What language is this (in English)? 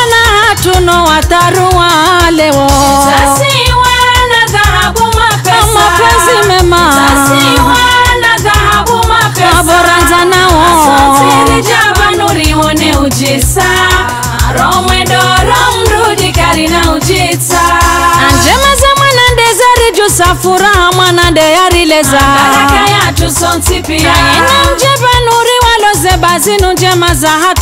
Swahili